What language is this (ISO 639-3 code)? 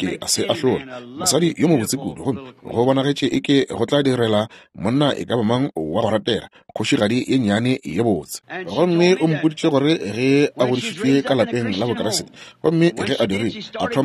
nso